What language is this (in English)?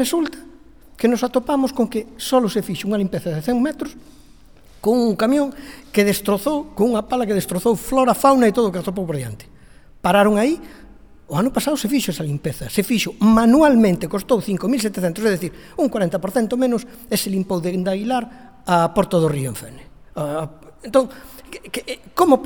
Galician